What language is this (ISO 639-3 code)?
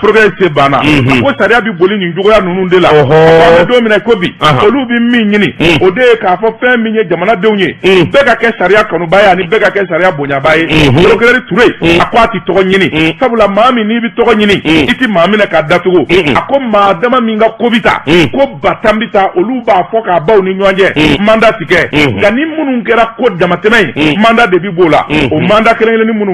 bam